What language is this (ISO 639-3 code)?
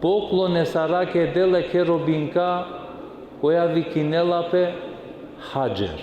rmn